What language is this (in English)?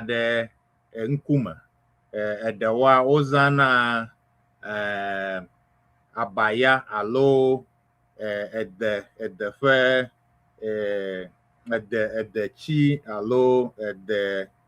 Ewe